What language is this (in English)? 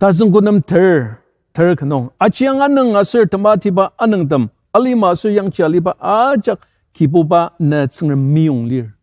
Ao Naga